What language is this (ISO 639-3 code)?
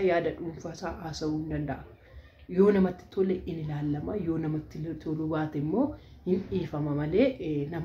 orm